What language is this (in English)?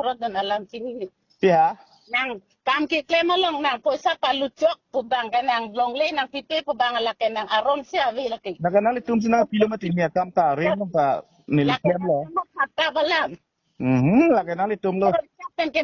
Karbi